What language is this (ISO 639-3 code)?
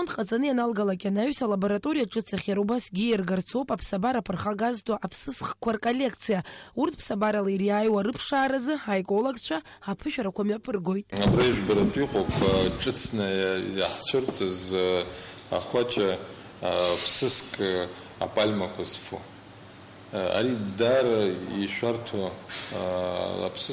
abk